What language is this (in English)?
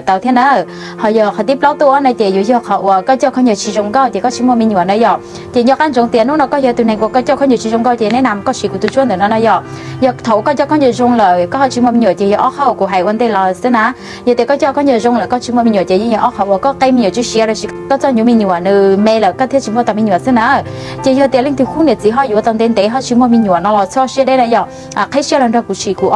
Hmong